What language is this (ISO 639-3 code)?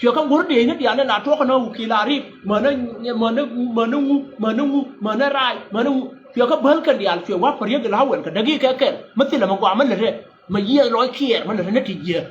nus